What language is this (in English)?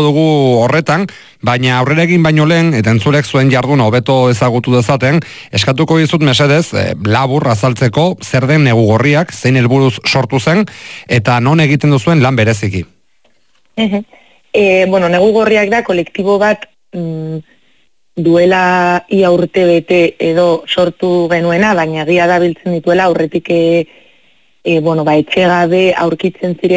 Basque